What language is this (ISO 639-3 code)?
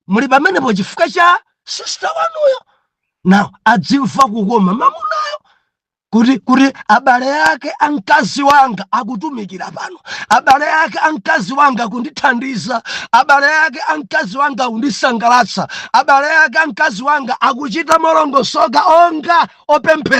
nya